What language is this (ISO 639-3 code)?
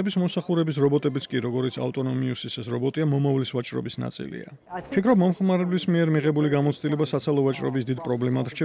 kat